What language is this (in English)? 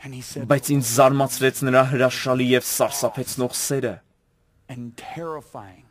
Armenian